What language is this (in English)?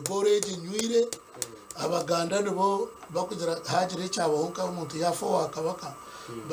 Nyankole